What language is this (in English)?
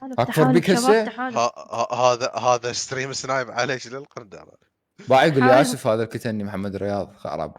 Mesopotamian Arabic